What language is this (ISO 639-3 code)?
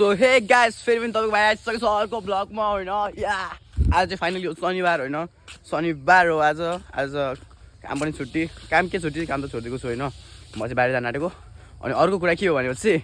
nep